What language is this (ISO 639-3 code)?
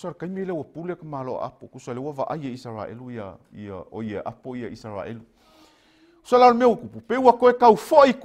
smo